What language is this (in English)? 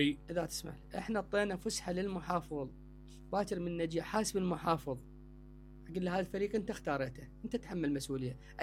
Mesopotamian Arabic